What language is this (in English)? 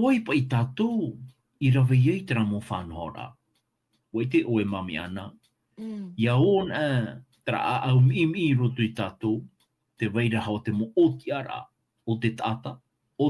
Tahitian